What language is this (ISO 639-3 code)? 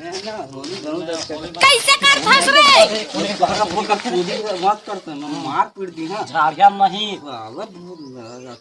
hne